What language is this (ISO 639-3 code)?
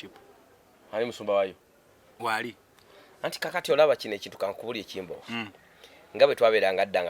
lug